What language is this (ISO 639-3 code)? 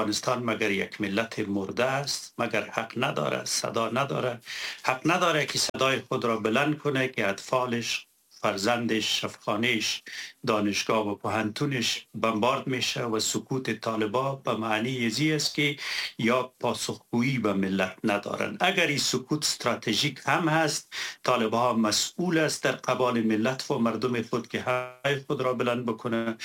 fas